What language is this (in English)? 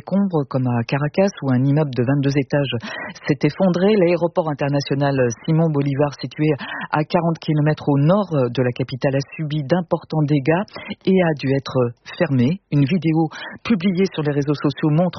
French